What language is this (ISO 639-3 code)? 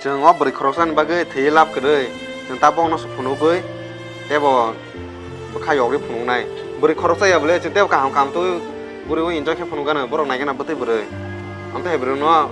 trp